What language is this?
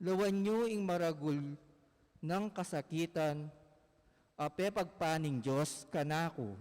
Pampanga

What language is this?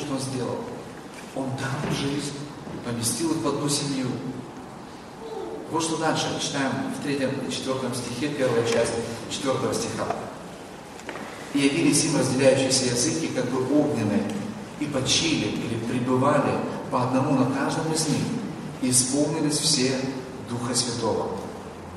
Russian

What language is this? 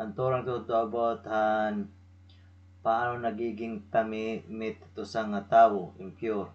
Waray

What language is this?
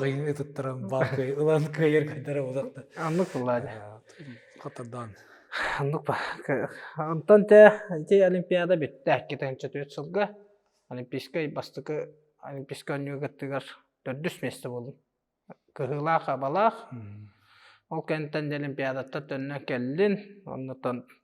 Yakut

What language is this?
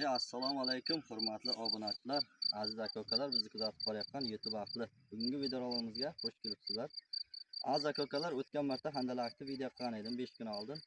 Uzbek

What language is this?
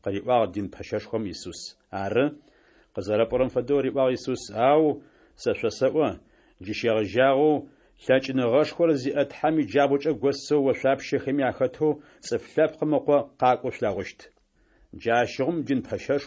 Adyghe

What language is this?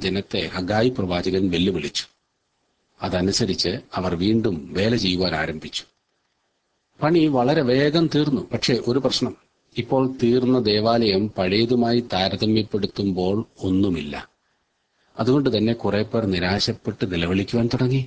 Malayalam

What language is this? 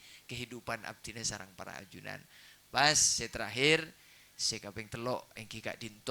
Madurese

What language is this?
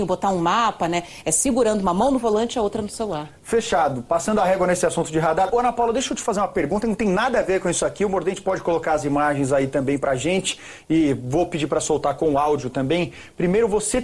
Portuguese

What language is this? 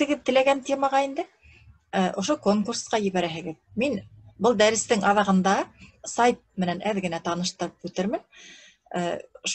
Bashkir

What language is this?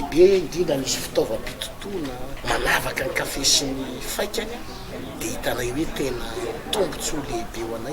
Malagasy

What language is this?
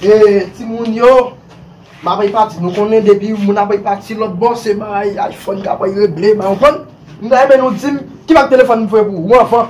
Haitian Creole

